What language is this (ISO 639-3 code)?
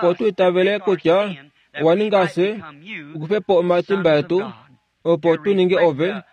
kua